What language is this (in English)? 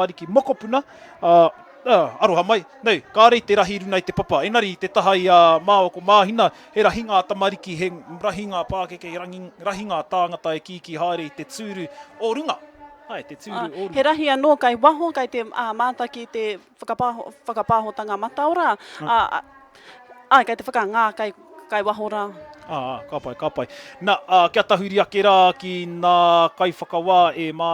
Māori